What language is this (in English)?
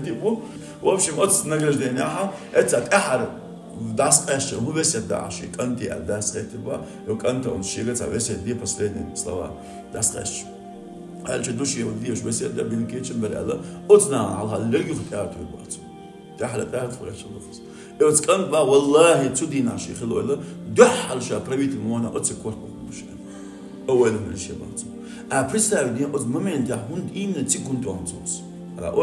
Chechen